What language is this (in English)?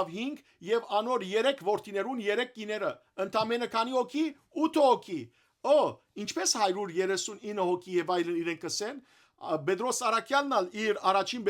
Western Armenian